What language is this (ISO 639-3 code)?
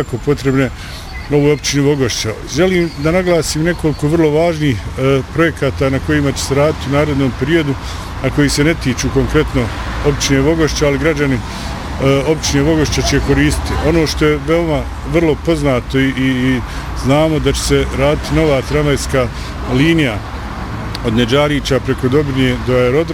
bos